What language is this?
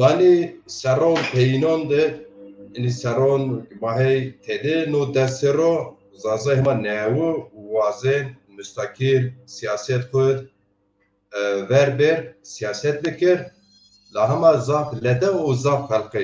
Zaza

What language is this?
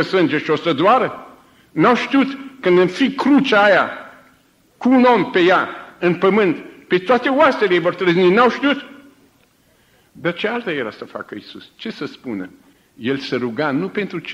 Romanian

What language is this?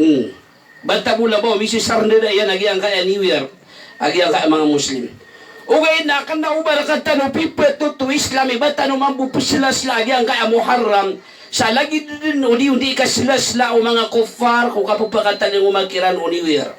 Maranao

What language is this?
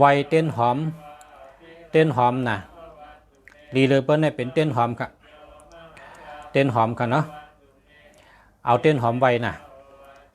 Shan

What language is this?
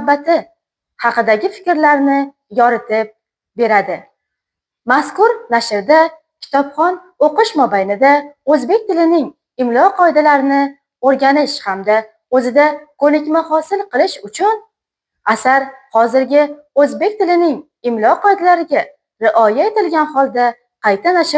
Uzbek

